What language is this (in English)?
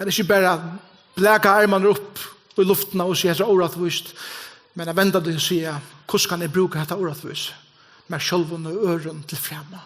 Faroese